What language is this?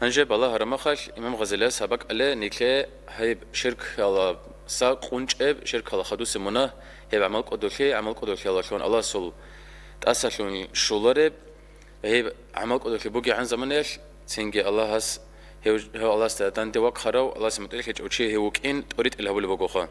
Avaric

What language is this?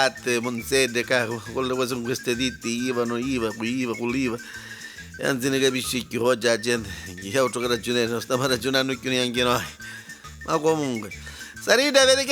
Neapolitan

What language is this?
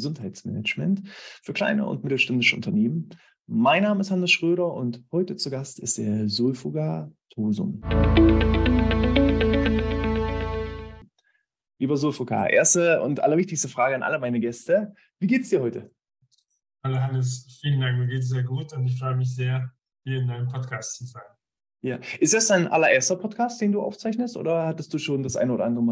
German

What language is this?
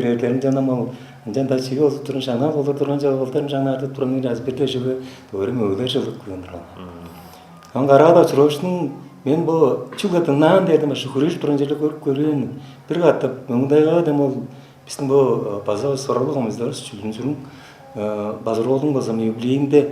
Tuvinian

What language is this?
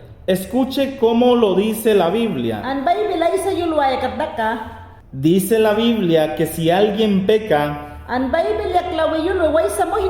Mayangna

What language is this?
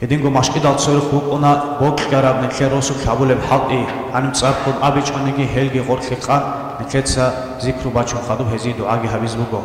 Avaric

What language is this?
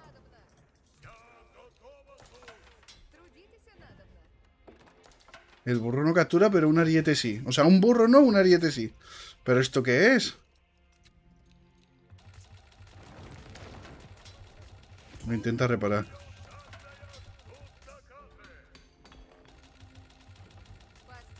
Spanish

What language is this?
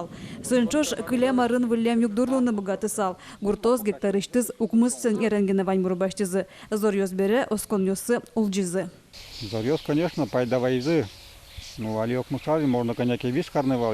Udmurt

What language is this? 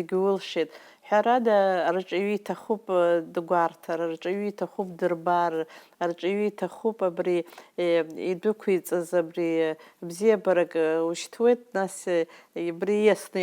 Abkhazian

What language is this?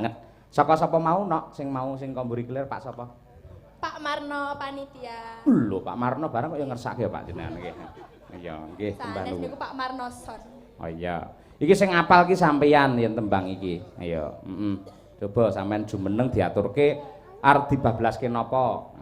Javanese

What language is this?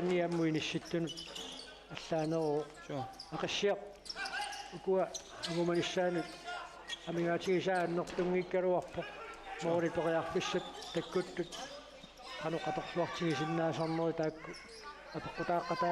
Kalaallisut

